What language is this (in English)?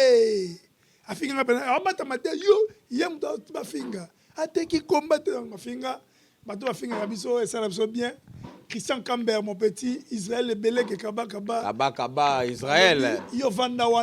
Lingala